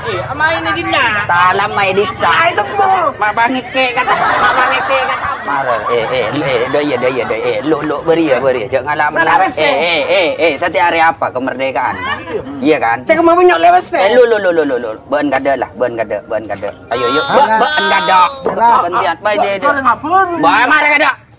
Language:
Madurese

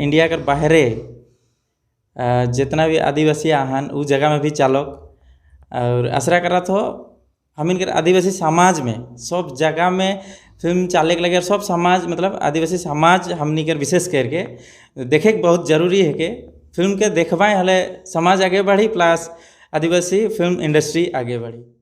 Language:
Sadri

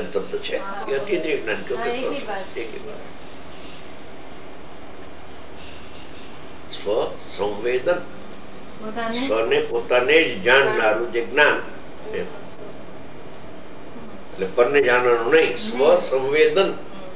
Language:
Gujarati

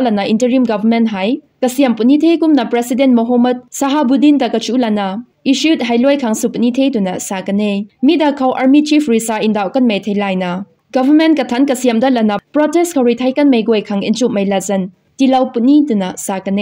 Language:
Rongmei Naga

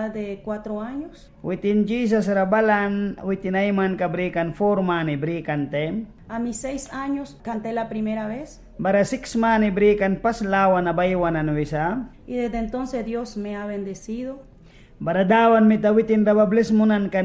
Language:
Mískito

